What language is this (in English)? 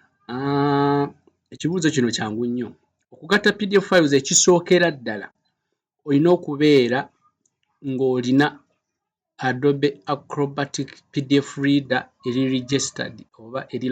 Ganda